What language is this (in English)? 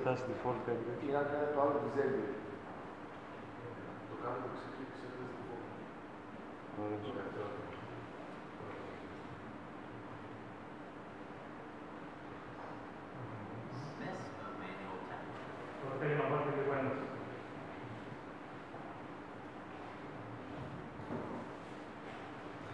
Greek